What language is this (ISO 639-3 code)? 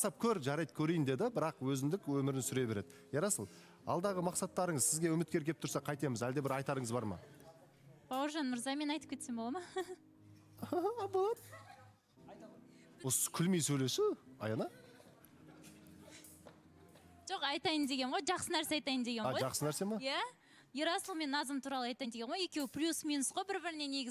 kaz